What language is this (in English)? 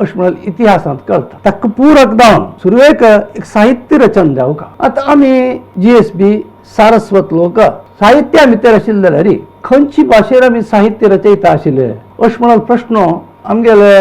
Konkani